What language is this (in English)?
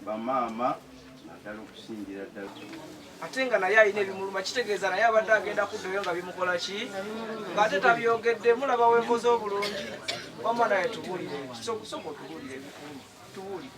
Ganda